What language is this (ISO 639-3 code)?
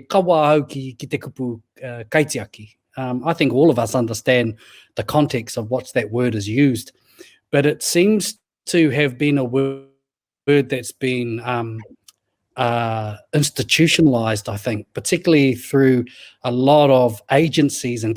mri